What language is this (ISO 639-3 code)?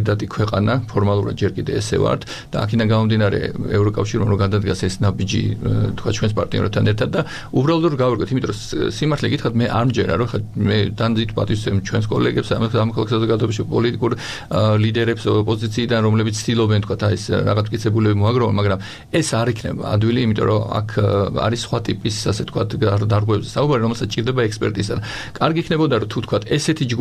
kat